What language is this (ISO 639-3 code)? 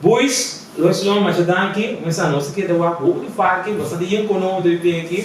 pap